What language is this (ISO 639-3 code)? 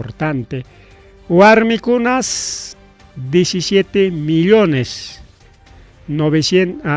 quy